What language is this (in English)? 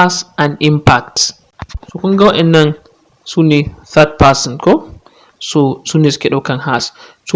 Hausa